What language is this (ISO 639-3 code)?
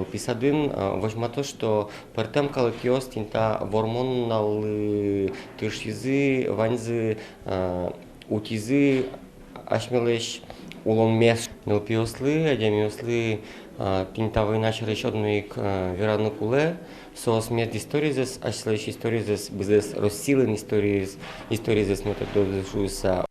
udm